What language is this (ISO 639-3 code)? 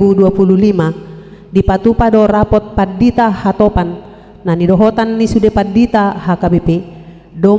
bbc